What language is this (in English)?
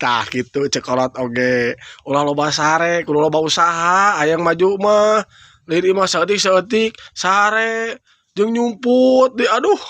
Sundanese